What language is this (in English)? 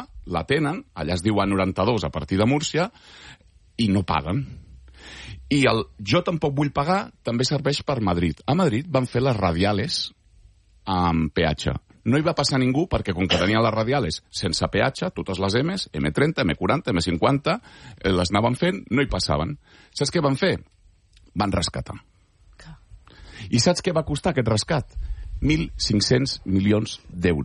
Catalan